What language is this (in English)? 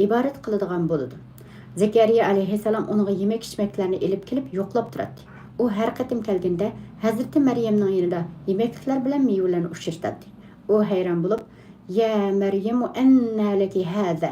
Uyghur